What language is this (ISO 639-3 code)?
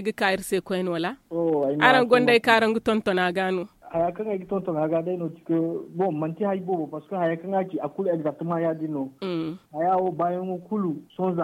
dje